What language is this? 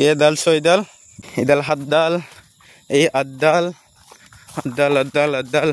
Assamese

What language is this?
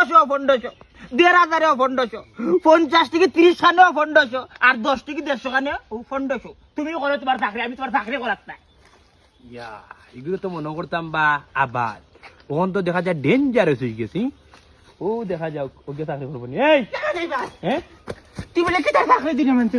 Sylheti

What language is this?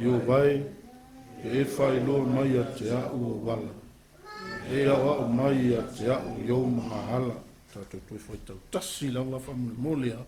Samoan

